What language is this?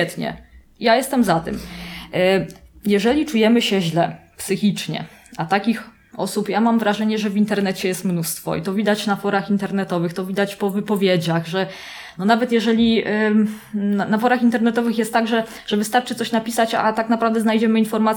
Polish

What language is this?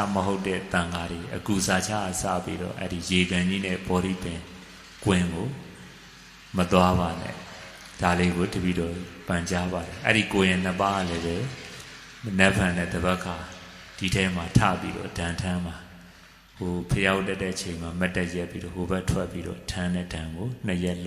Burmese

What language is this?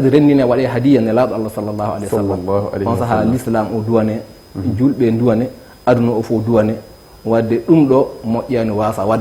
Fula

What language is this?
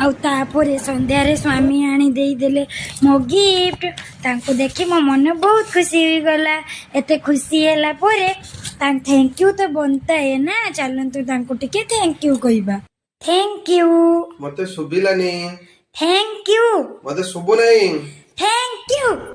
Odia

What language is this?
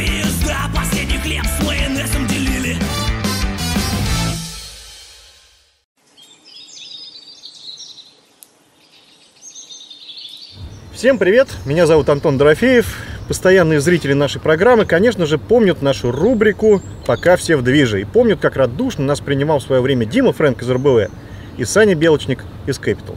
Russian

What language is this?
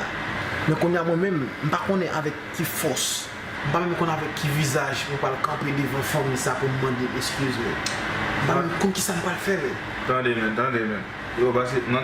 Haitian Creole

